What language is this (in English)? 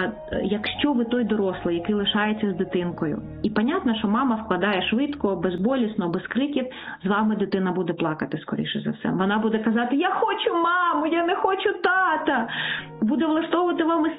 Ukrainian